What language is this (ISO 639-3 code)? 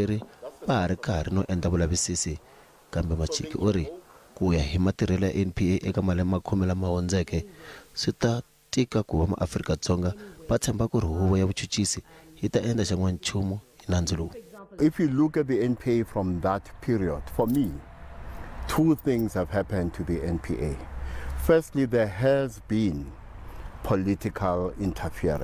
tso